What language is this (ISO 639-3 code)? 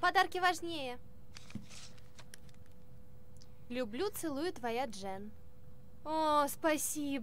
rus